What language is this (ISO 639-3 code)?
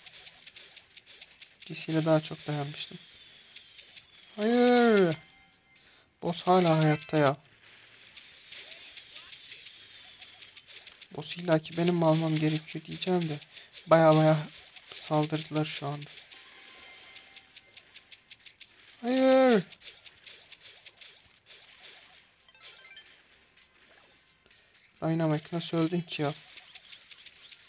tur